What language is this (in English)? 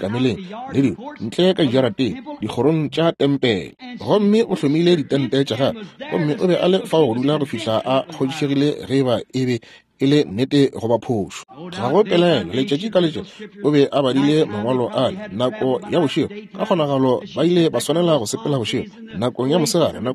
Northern Sotho